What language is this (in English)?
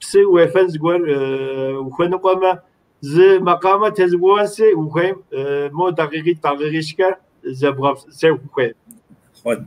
Kabardian